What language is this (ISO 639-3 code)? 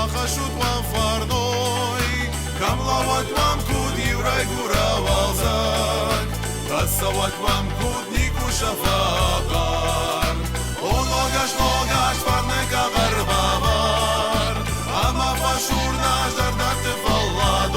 oss